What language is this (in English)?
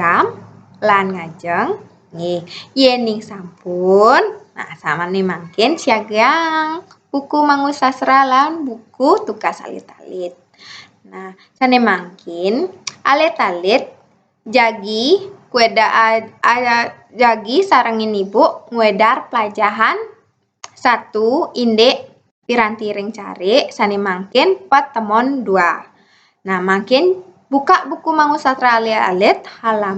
Balinese